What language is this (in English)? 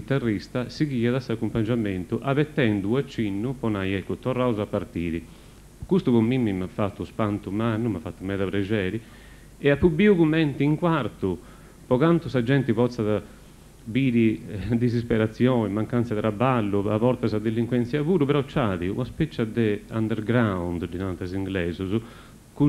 Sardinian